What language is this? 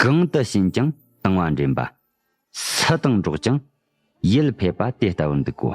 Tibetan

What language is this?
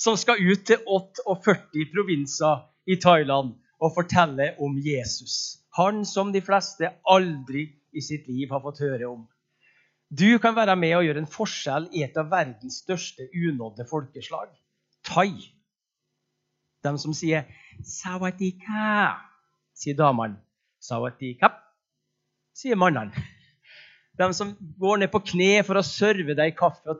Norwegian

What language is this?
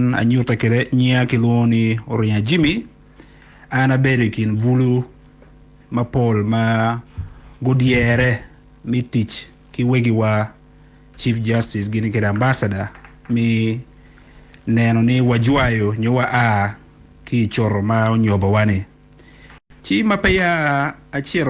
Acoli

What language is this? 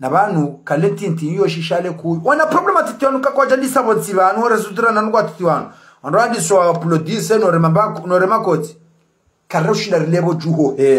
Ngazidja Comorian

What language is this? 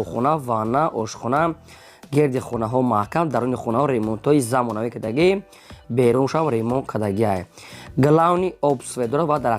Tajik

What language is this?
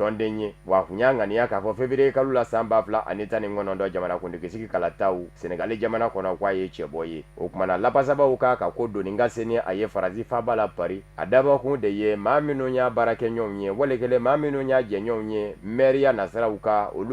Bambara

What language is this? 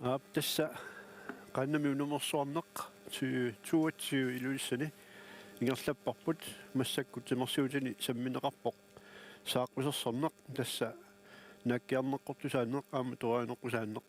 Kalaallisut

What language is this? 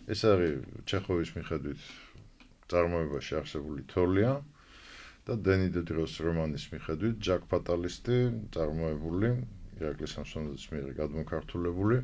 Georgian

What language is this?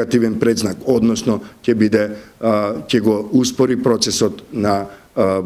Macedonian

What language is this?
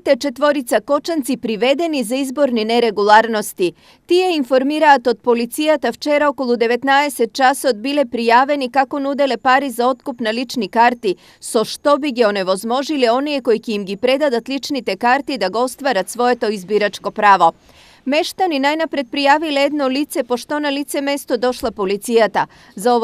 Macedonian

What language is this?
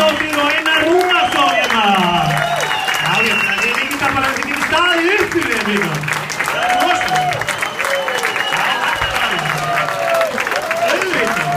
Icelandic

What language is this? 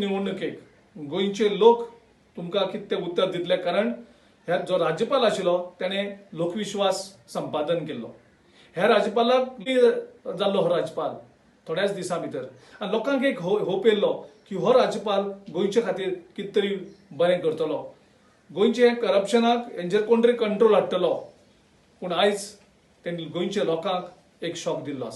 Konkani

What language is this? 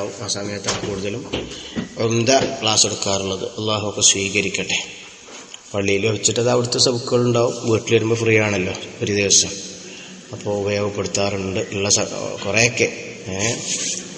Malayalam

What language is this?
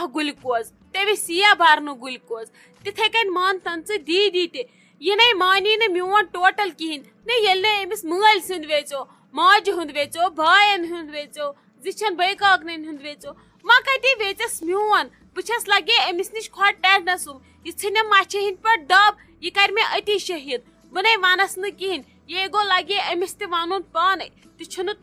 Kashmiri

